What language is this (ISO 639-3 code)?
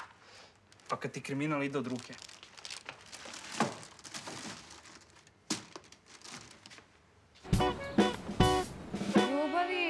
srp